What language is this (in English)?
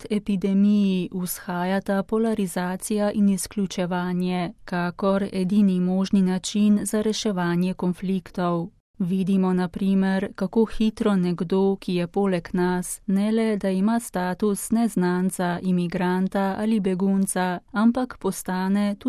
Slovenian